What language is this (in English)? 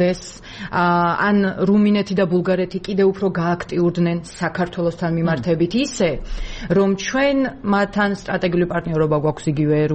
Georgian